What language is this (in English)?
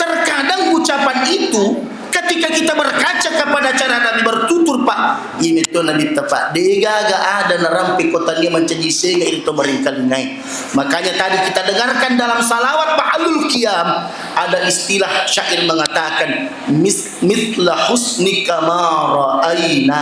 Buginese